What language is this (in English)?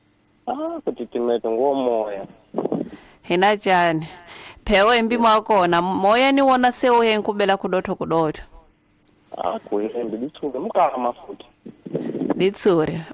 Tsonga